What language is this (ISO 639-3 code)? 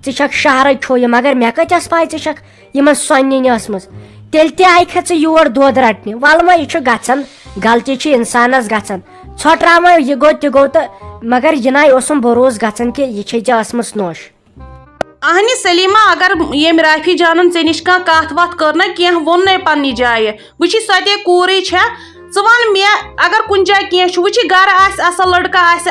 kas